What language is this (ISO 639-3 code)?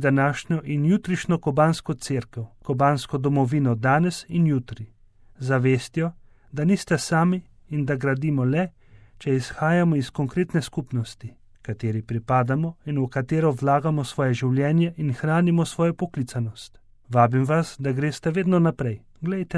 slv